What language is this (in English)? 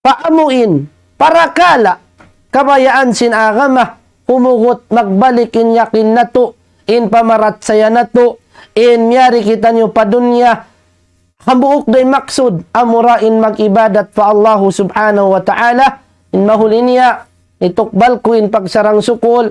Tausug